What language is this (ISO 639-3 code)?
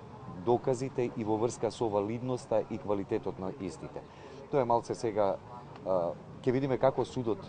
mkd